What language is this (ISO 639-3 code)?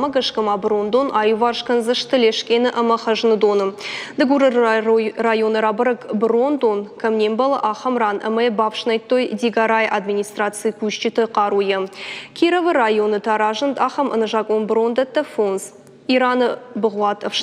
oss